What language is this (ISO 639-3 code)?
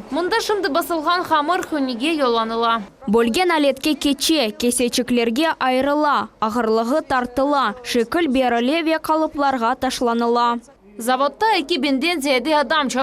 crh